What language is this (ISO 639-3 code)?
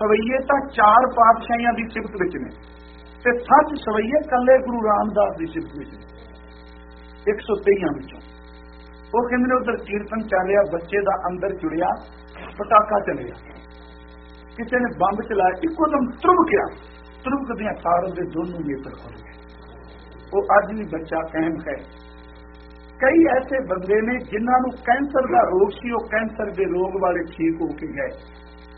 pan